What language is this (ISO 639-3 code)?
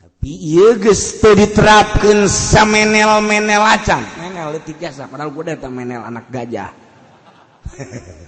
sun